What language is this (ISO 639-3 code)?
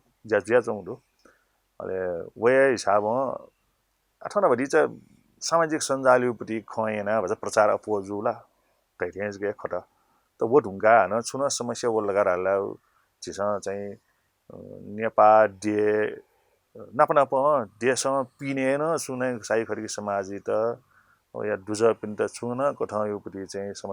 new